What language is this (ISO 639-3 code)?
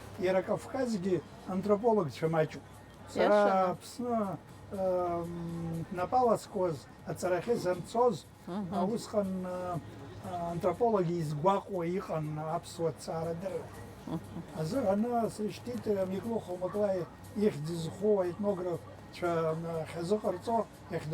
abk